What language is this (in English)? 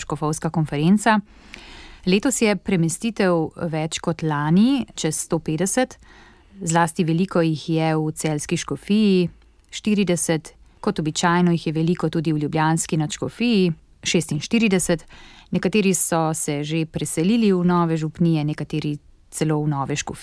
Slovenian